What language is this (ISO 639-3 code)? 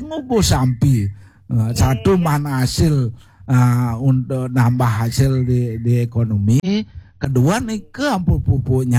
ban